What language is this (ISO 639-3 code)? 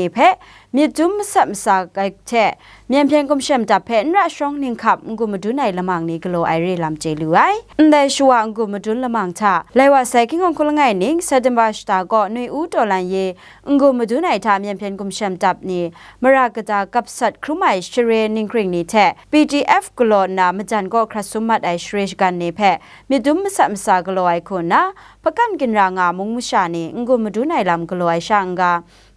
kac